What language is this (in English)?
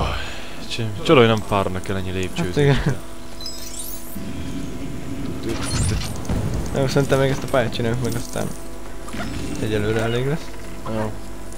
Hungarian